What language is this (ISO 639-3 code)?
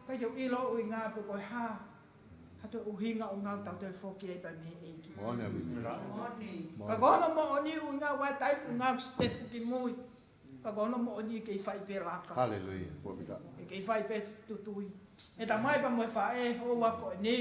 ton